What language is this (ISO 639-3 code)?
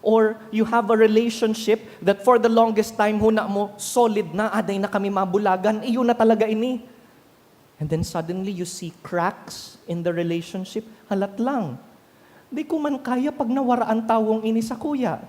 bik